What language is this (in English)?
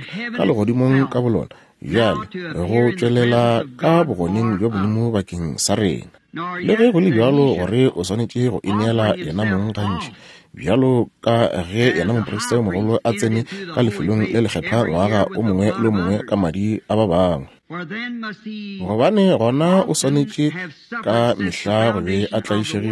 Northern Sotho